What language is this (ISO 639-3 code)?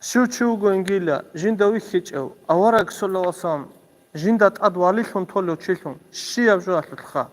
ava